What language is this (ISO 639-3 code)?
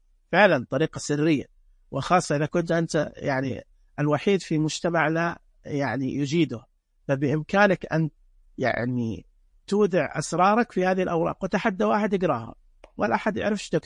ars